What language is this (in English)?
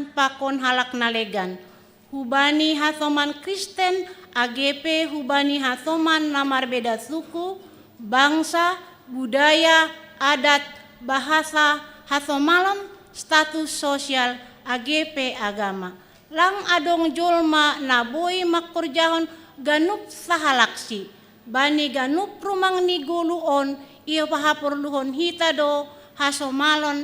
Batak Simalungun